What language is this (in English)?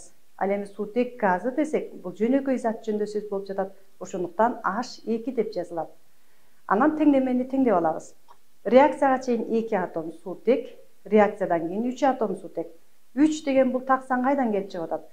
Kyrgyz